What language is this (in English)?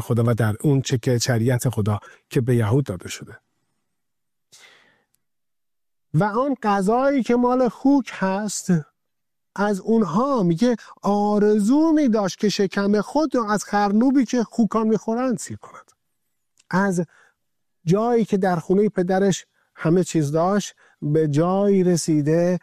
Persian